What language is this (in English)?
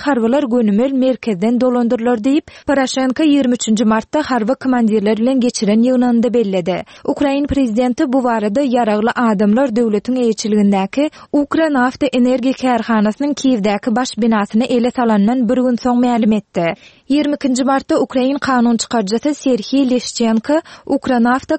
Turkmen